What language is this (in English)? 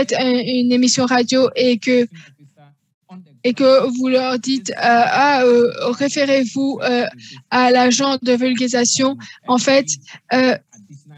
French